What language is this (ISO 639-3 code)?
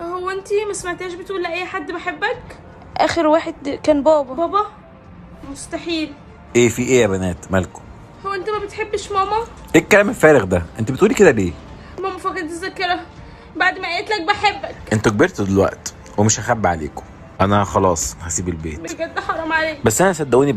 arz